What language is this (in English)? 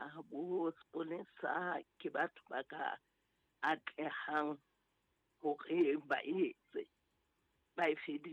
Southern Sotho